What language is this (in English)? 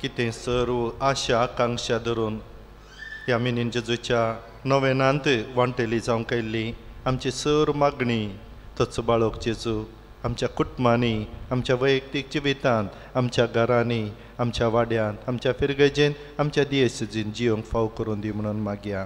Konkani